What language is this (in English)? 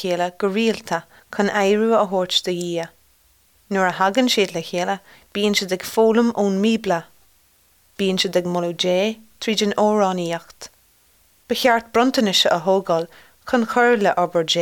Irish